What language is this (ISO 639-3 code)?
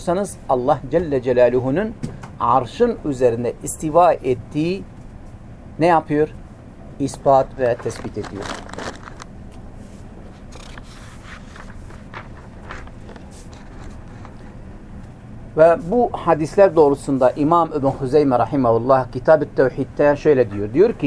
tur